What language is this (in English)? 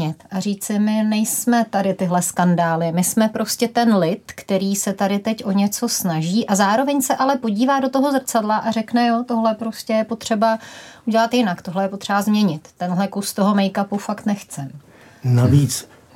Czech